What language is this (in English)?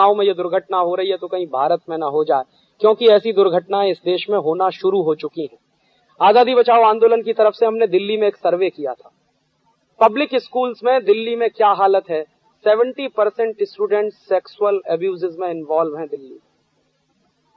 Hindi